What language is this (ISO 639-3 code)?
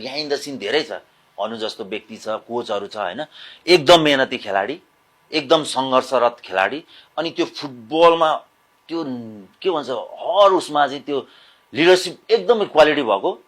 nep